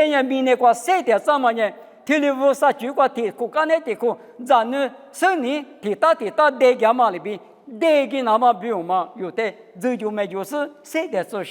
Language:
Lisu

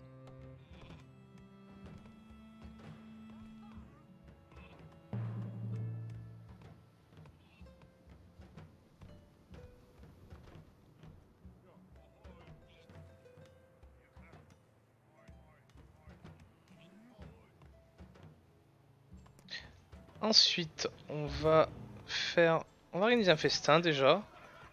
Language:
French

